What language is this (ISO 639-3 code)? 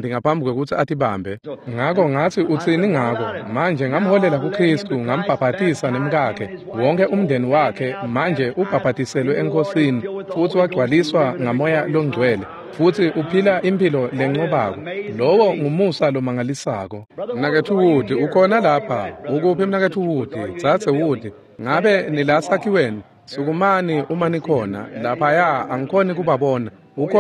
ssw